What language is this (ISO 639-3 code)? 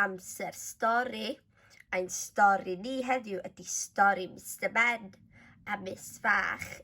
cym